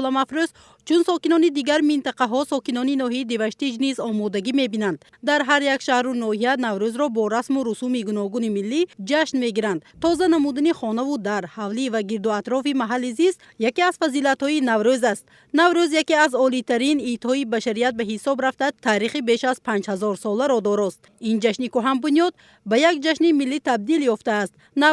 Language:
Tajik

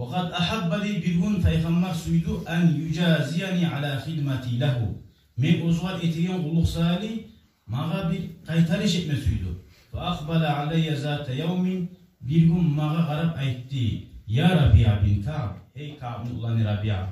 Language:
Kumyk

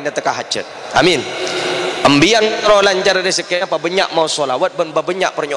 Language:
Madurese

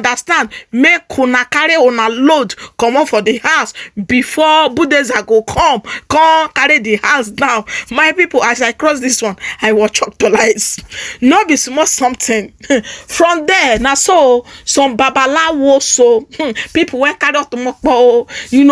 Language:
Nigerian Pidgin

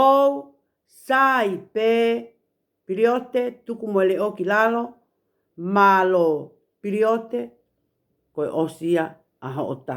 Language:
Tongan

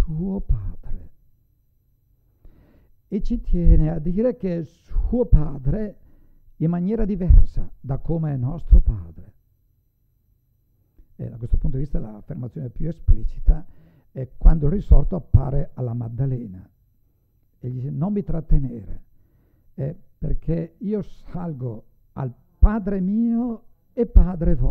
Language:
Italian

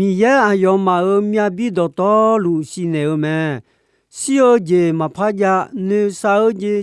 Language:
Akha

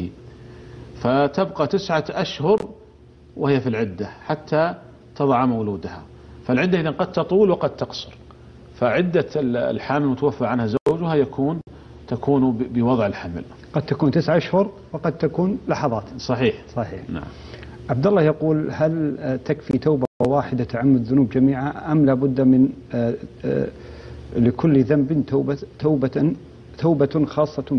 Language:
Arabic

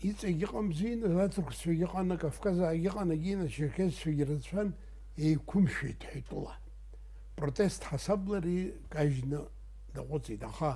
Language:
Abkhazian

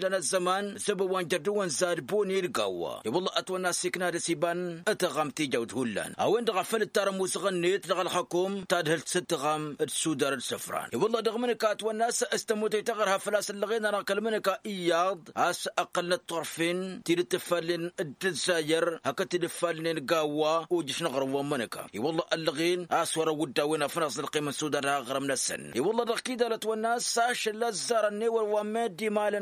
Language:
Tamasheq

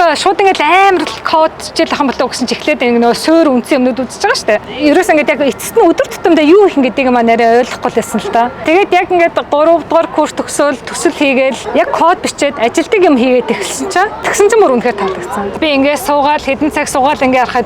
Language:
Mongolian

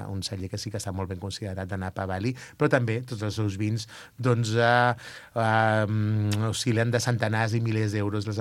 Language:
Catalan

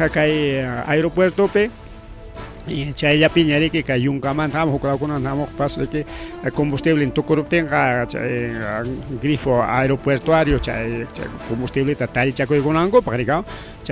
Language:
Ayacucho Quechua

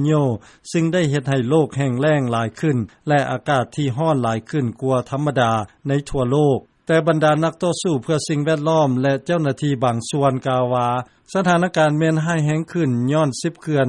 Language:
Lao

